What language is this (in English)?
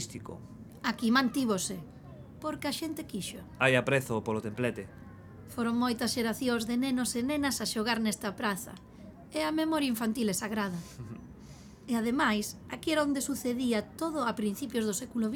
Galician